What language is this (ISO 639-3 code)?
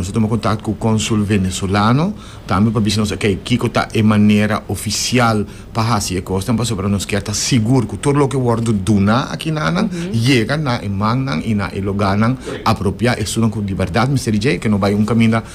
pap